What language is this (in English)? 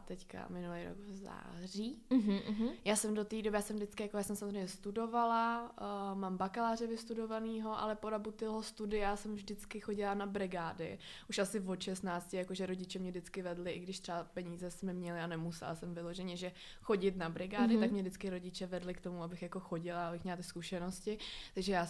Czech